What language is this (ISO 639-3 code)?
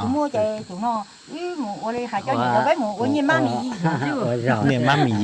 hmn